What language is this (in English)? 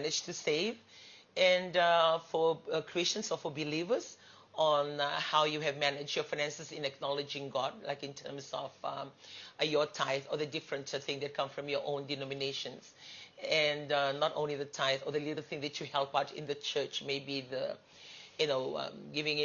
Fijian